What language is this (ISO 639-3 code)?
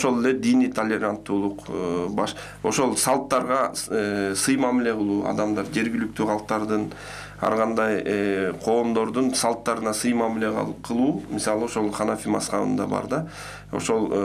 kir